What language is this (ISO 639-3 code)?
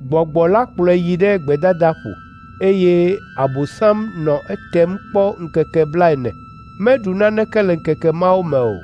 ewe